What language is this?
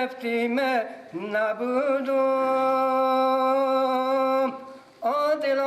Persian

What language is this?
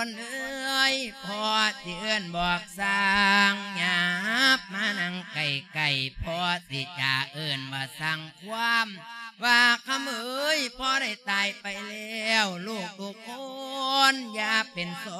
Lao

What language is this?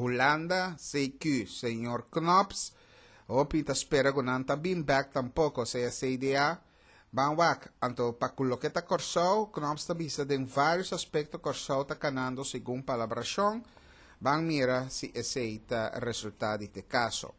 Papiamento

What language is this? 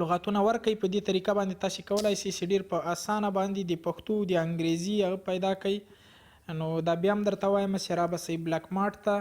Pashto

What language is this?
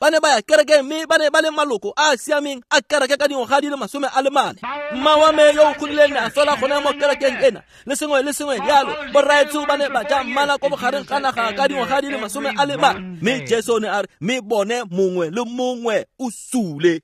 Tswana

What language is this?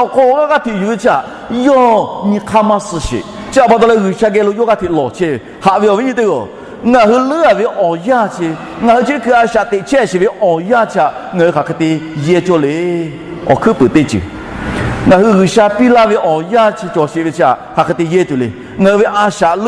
Lahu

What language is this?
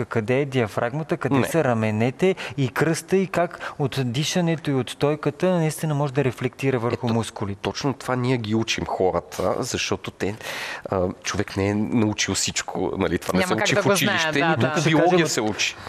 Bulgarian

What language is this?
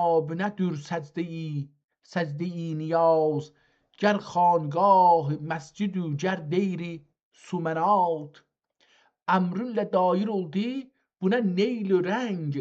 South Azerbaijani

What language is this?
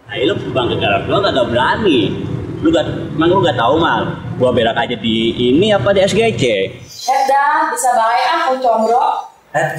Betawi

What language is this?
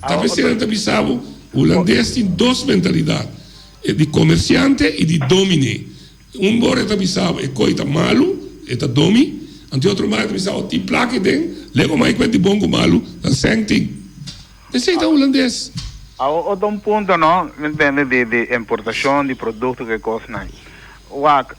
Papiamento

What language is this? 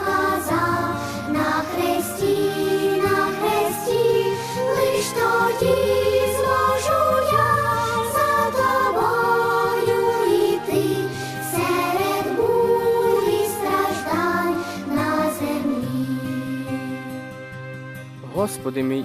Ukrainian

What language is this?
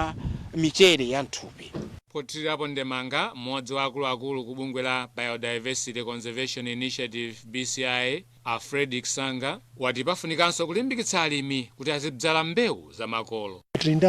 Nyanja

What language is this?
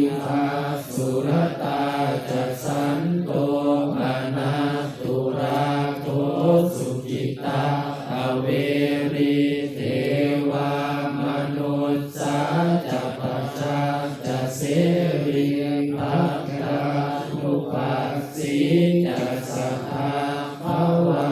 Pali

